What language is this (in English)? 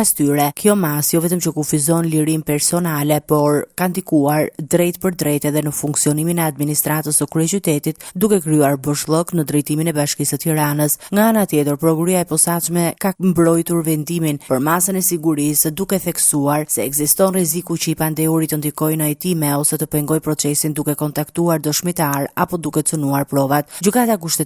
Albanian